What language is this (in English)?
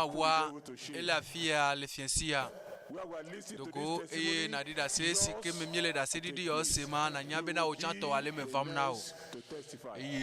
Ewe